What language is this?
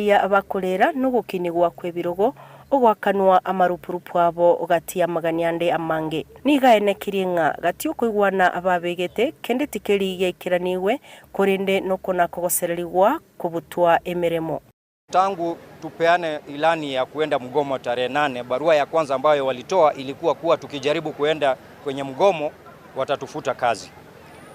Gusii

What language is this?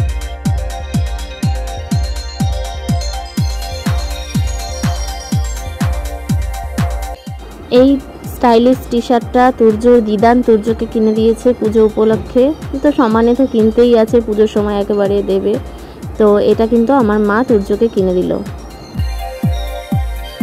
Bangla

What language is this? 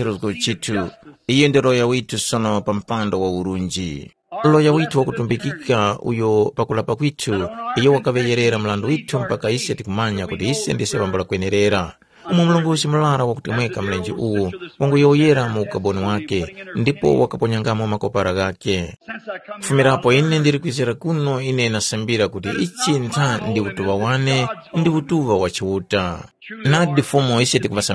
Tumbuka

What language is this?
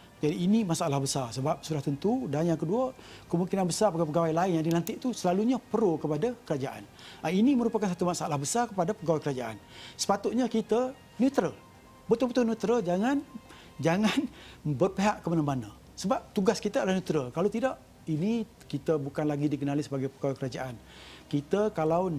Malay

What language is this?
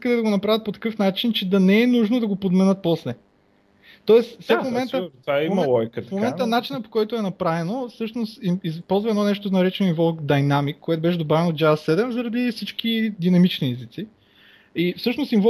Bulgarian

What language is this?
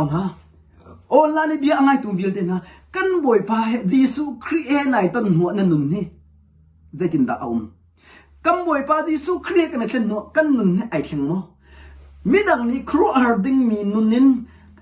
Hakha Chin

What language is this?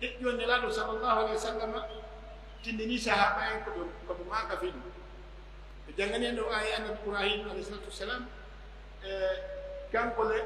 Pular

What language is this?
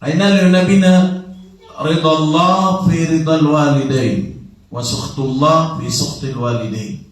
Maranao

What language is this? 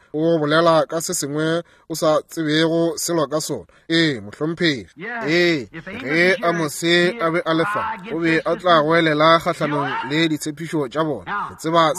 Northern Sotho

